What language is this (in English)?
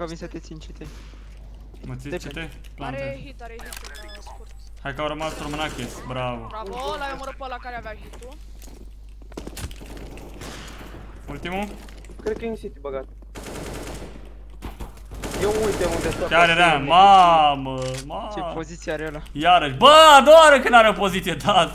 Romanian